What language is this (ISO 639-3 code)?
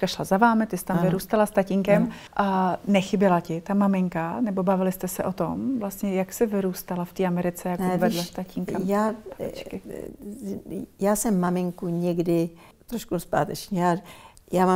ces